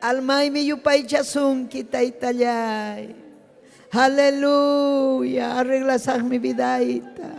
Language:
Ayacucho Quechua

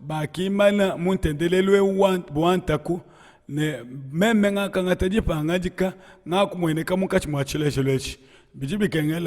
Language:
Luba-Lulua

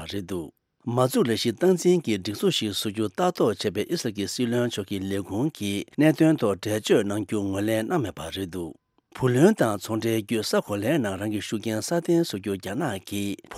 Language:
Tibetan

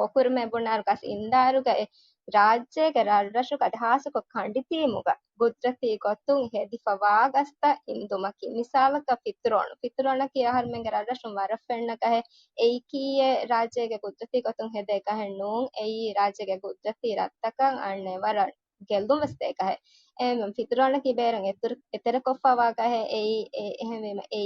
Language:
Divehi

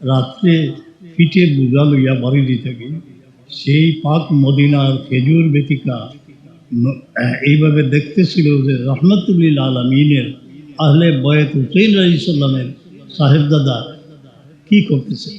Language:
Sylheti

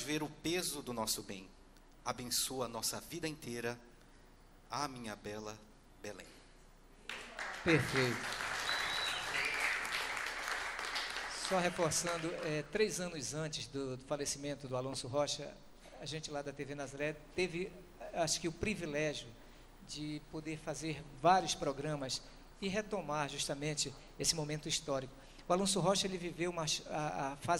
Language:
Portuguese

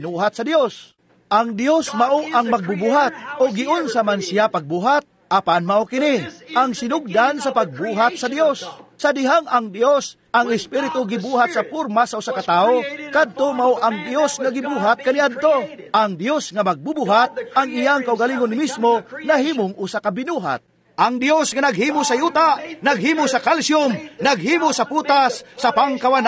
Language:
Cebuano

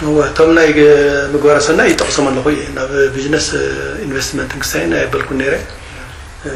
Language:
Tigrinya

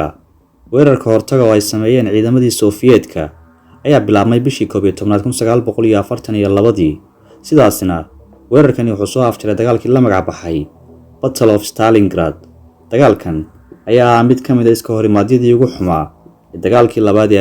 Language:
Somali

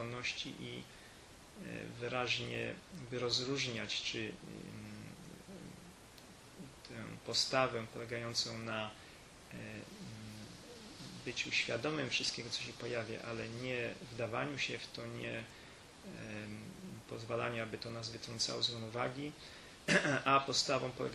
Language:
Polish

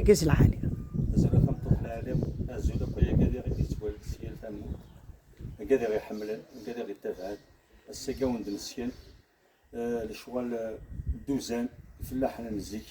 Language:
Kabyle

